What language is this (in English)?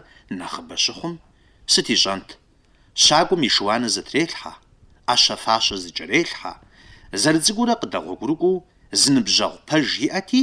Kabardian